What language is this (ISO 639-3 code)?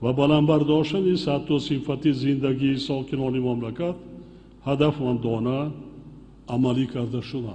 tgk